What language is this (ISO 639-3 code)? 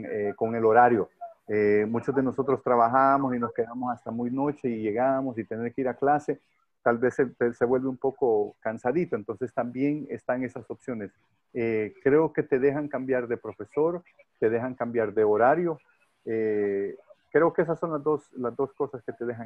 spa